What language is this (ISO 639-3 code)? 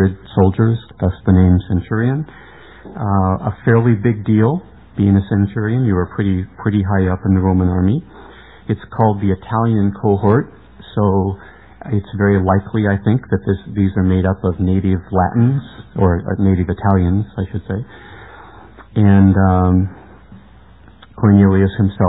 eng